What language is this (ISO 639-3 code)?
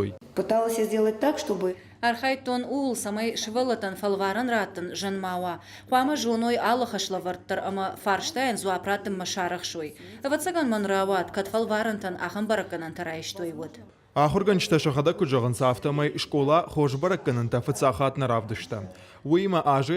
oss